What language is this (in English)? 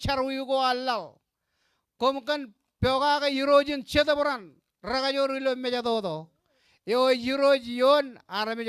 Marshallese